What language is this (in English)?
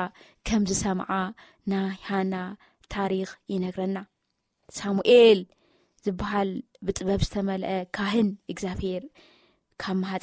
Tigrinya